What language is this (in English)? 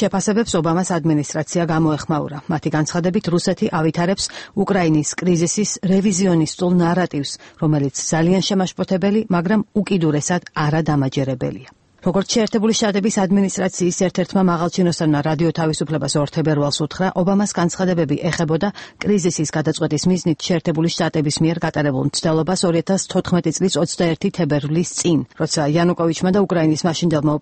Georgian